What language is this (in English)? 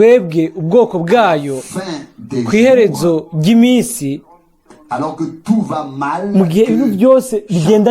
Rundi